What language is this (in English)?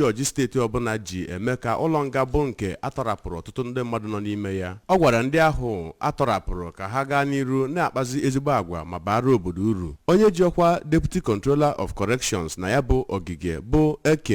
Igbo